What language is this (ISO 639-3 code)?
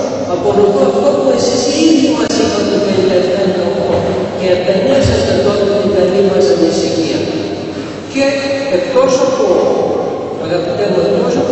ell